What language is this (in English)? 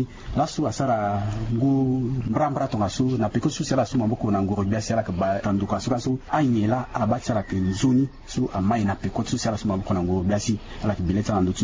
Sango